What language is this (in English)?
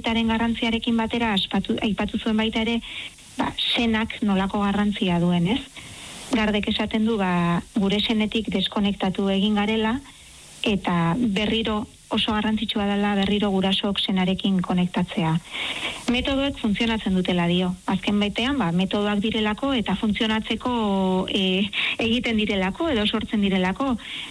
Basque